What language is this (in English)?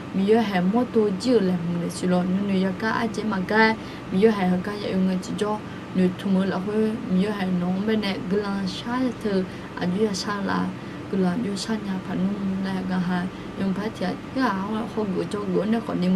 Akha